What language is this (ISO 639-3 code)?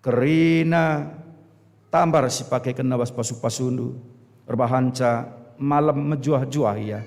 btx